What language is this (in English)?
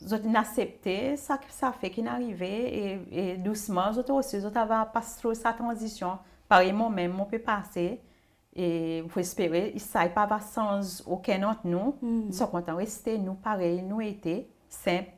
Seselwa Creole French